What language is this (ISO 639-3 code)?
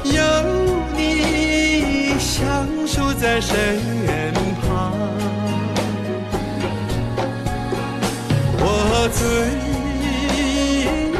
zho